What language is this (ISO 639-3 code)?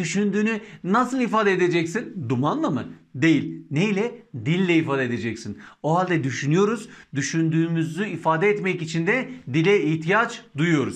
tur